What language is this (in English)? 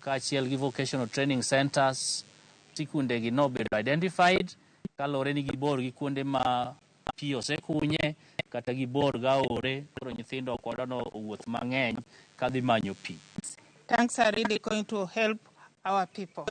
Luo (Kenya and Tanzania)